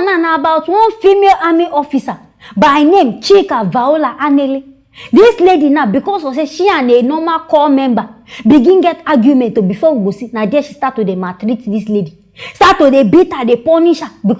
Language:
Nigerian Pidgin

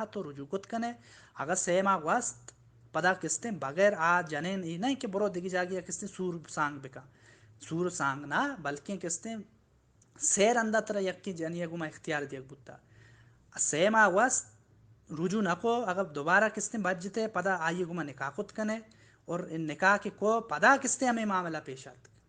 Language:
Baluchi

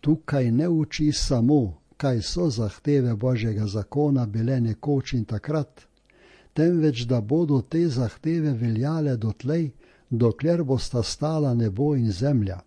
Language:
Slovenian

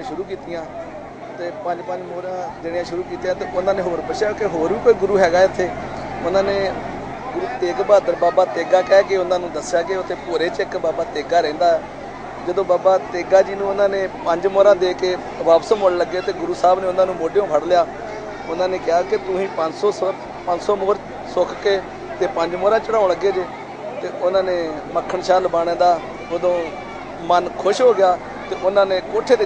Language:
Punjabi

